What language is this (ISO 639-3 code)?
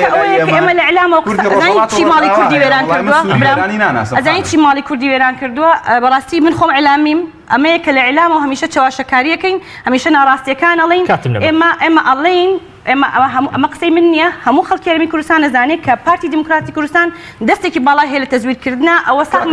ckb